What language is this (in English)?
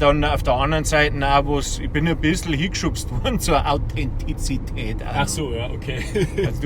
Bavarian